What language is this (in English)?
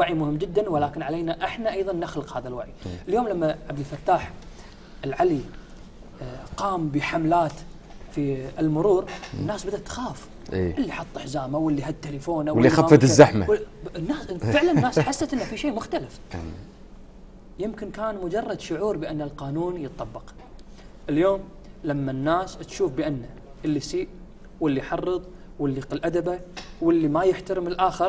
Gulf Arabic